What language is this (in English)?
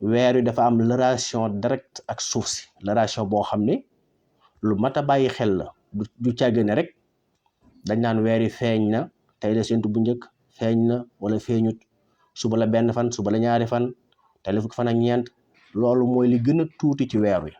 Wolof